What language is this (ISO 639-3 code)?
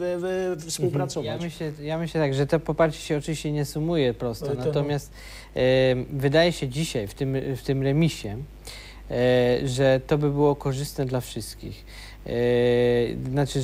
pol